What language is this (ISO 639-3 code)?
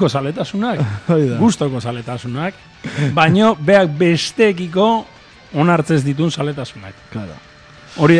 eus